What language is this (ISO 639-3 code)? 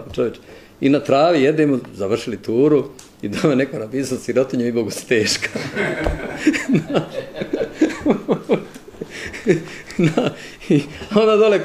bos